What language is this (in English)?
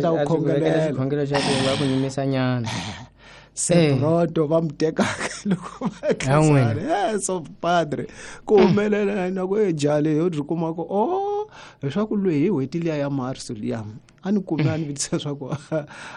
Tsonga